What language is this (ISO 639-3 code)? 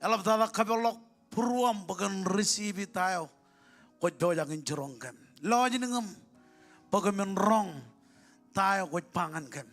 mah